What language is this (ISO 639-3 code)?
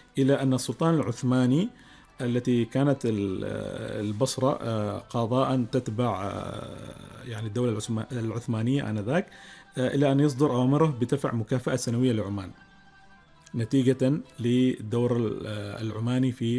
ara